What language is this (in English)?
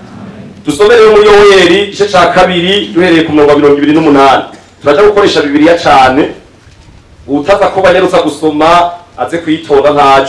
Rundi